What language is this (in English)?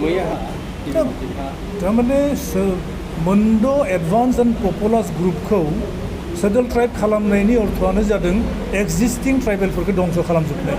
Bodo